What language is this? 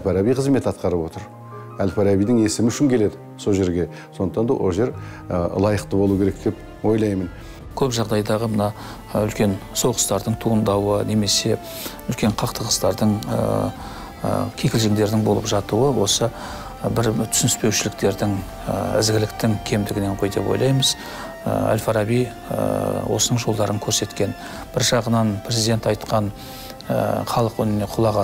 Kazakh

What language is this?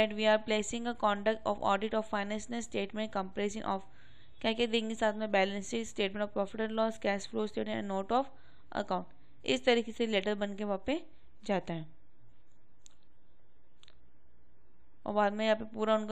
Hindi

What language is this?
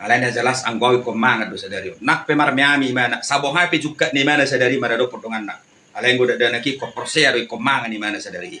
Batak Toba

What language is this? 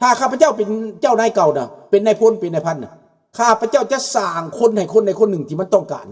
Lao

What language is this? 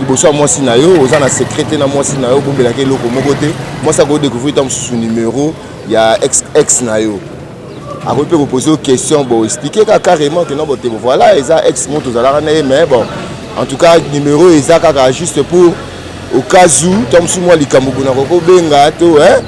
Lingala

